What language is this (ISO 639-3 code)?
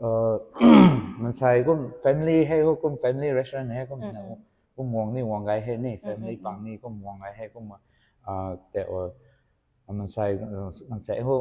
nbu